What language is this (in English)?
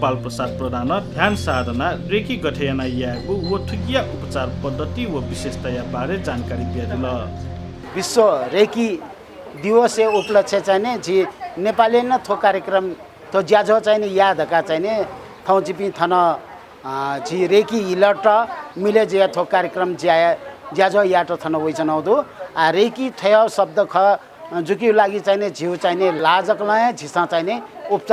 Newari